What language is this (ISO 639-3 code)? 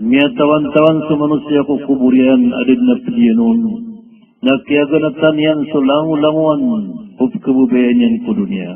mrw